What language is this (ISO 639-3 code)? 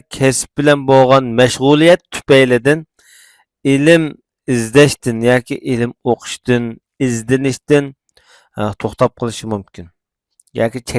uig